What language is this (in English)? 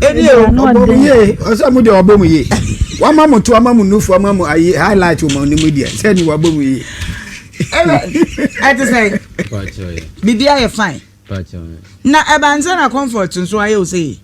Akan